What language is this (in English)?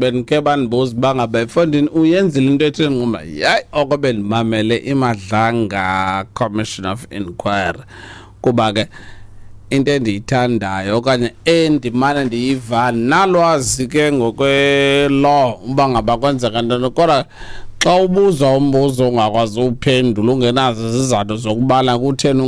Xhosa